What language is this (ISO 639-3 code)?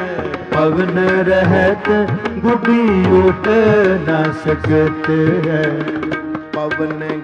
pan